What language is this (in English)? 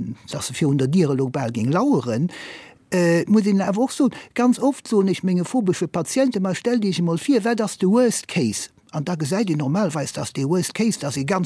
Luxembourgish